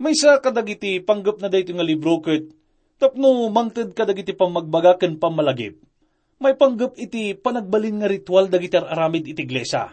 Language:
Iloko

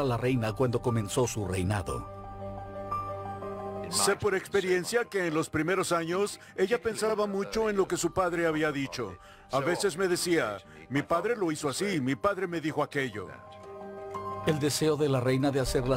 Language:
Spanish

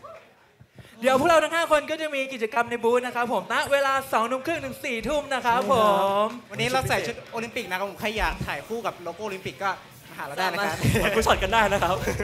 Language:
Thai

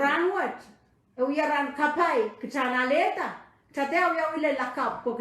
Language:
Pohnpeian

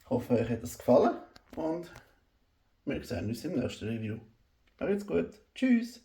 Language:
Swiss German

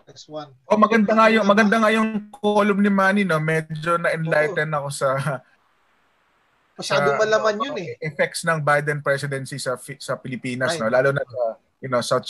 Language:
Filipino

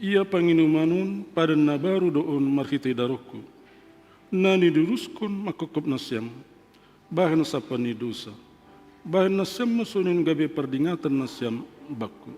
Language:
Batak Simalungun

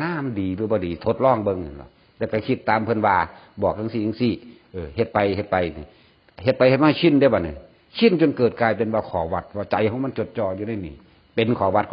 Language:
Northeastern Thai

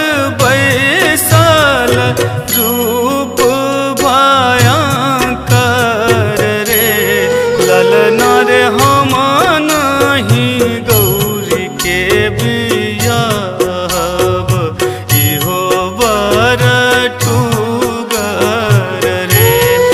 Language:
Bhojpuri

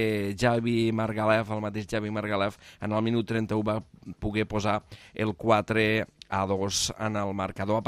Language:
Catalan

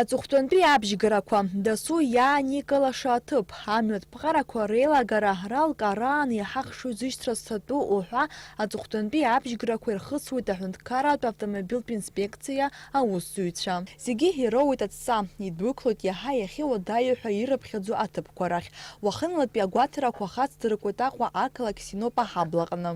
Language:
Abkhazian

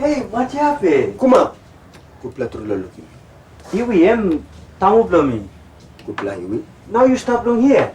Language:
Tok Pisin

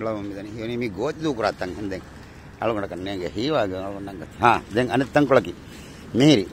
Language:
Divehi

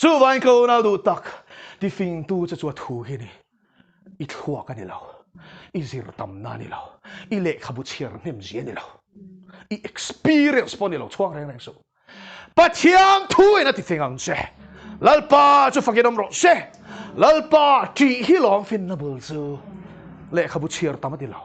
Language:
Mizo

